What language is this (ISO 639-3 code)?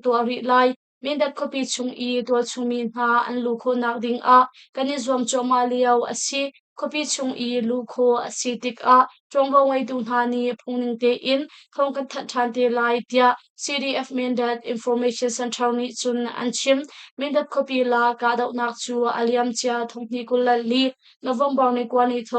cnh